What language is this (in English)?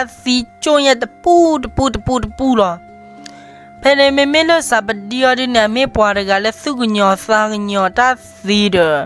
S'gaw Karen